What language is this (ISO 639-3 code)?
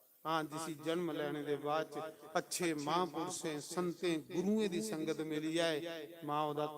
doi